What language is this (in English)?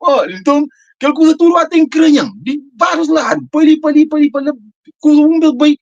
Kabuverdianu